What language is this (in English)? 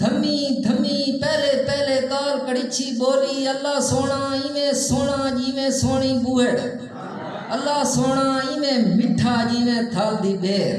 Saraiki